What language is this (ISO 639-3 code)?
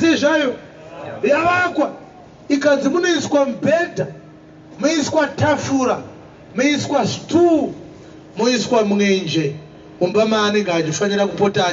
sna